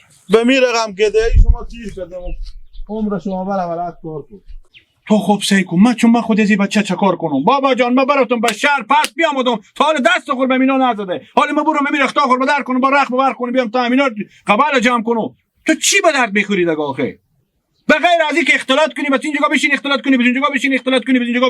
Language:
Hazaragi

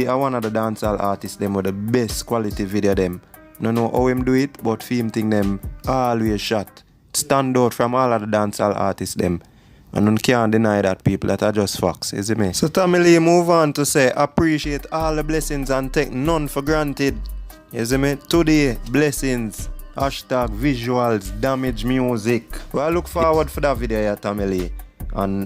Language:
Jamaican Creole English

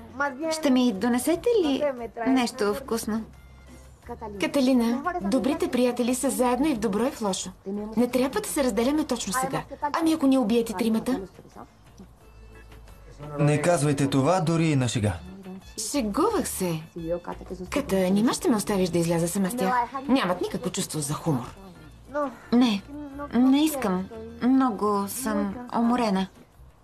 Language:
Bulgarian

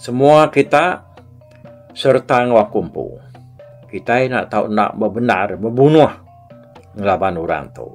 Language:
Iban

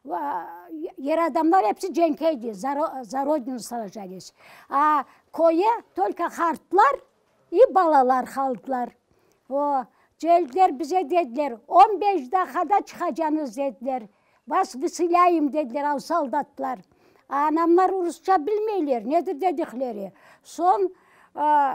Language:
Crimean Tatar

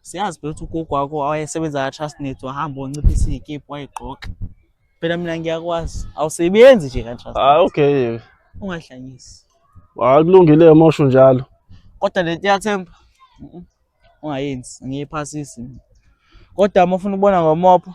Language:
Zulu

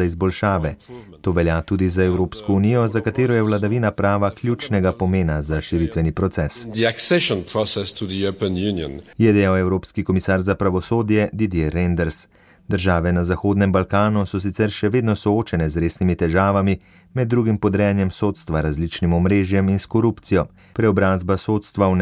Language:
Slovenian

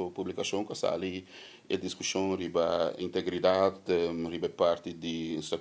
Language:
Papiamento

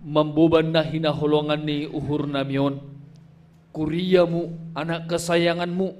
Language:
Batak Simalungun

